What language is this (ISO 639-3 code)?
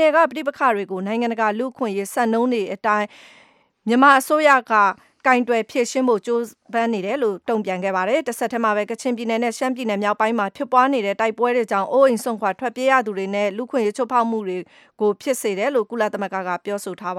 mya